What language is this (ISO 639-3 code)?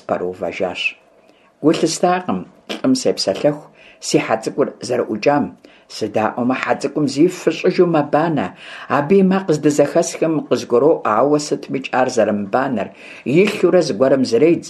kbd